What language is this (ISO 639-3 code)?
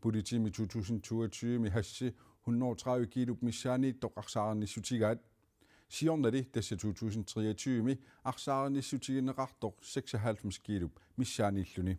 kal